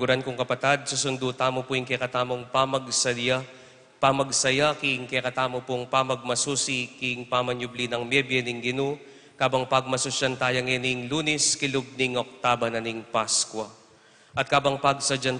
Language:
Pampanga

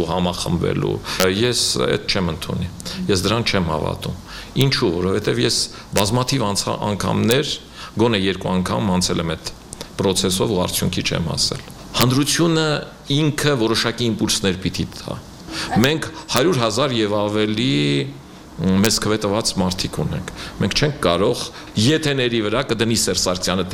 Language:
Armenian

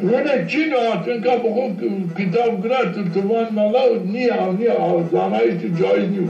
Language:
Zaza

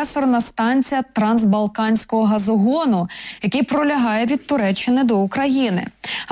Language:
Ukrainian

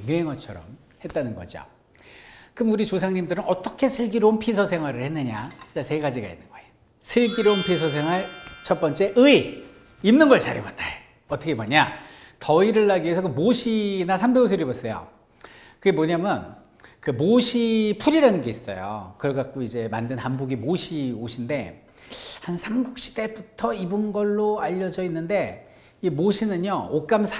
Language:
Korean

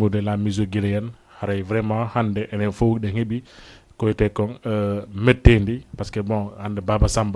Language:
Fula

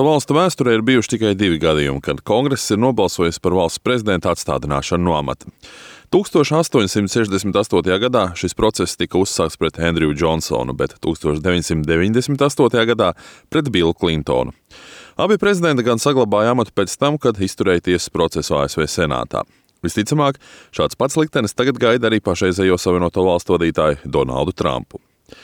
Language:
Latvian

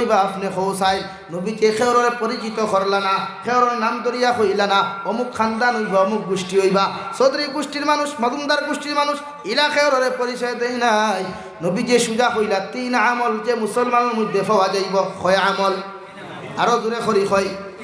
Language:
Sylheti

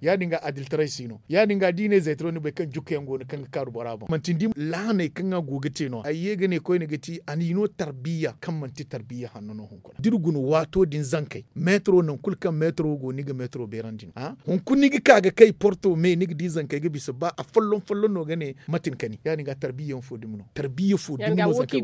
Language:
Zarma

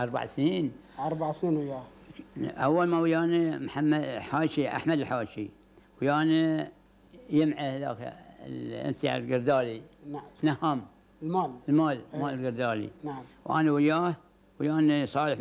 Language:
Gulf Arabic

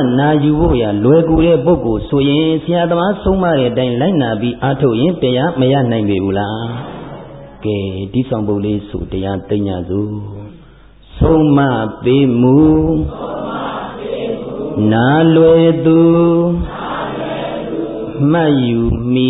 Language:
Burmese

